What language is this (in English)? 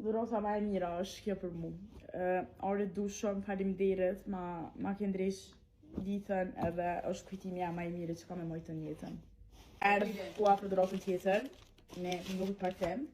Albanian